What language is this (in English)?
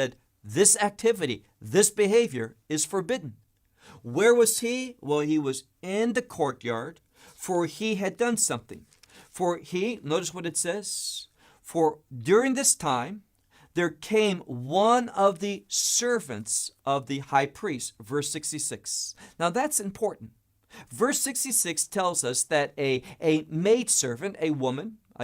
English